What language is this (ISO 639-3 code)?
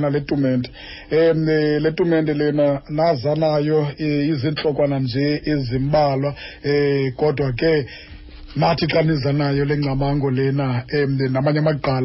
xho